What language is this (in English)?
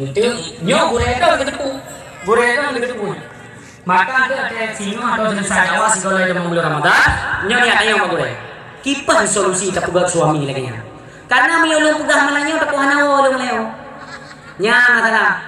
Achinese